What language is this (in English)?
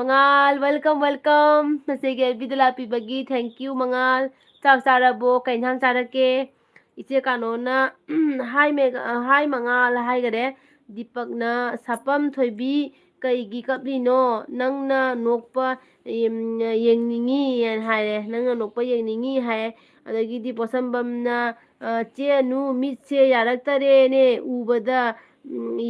Manipuri